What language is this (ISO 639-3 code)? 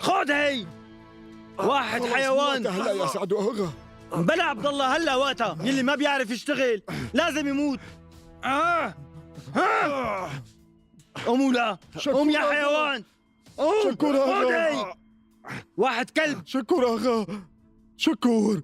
apc